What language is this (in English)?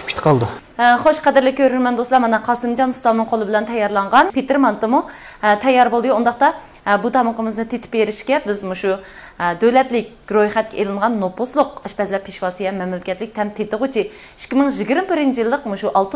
Uyghur